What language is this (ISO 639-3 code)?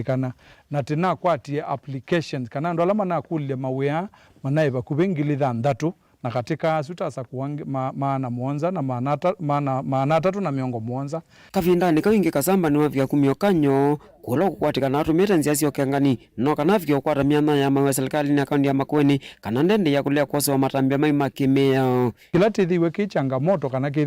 kam